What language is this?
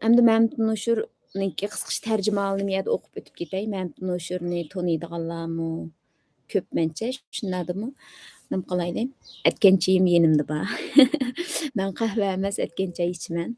Uyghur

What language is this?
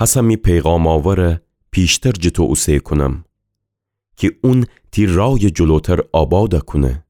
Gilaki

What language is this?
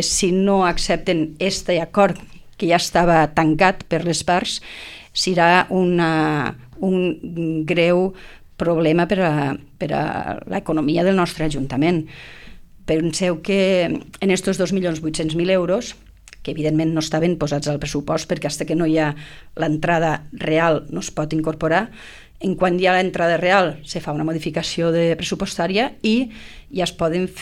Catalan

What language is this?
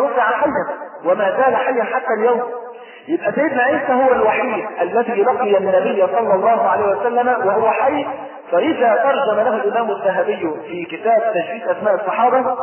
Arabic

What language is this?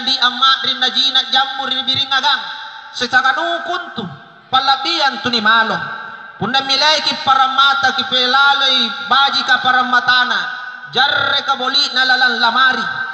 Makasar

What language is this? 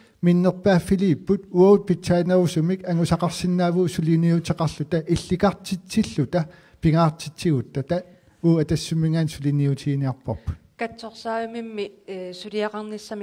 Kalaallisut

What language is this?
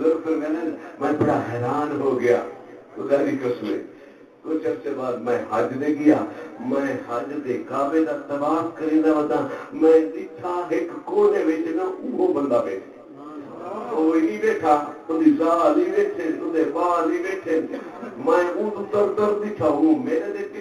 Saraiki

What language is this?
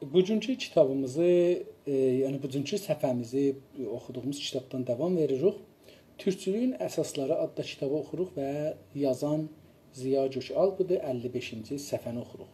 South Azerbaijani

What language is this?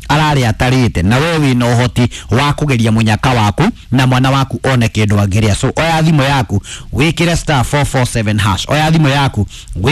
Kikuyu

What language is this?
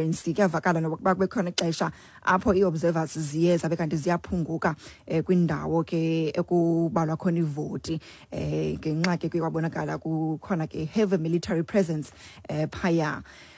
Xhosa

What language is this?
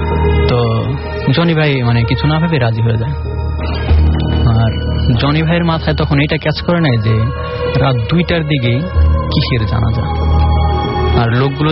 Bangla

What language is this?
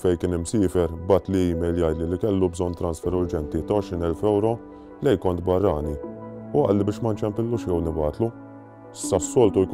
Maltese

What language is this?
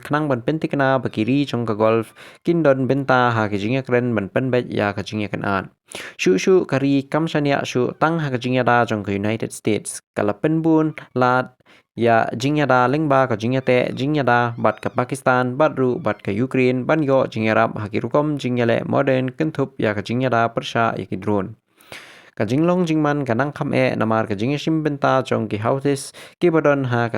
Khasi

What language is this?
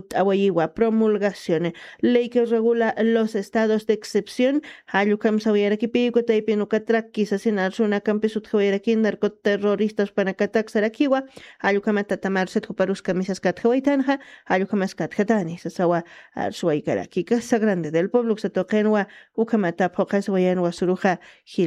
Aymara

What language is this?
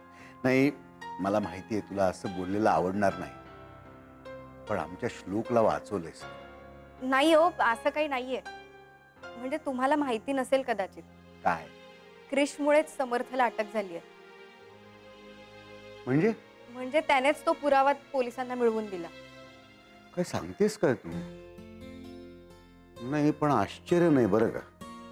Marathi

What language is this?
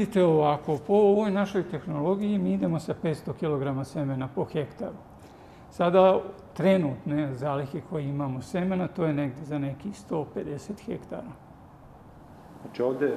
Serbian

